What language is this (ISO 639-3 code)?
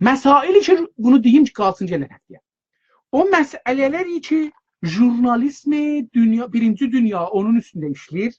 azb